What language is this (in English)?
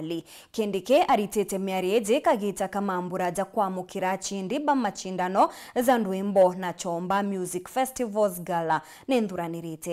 Meru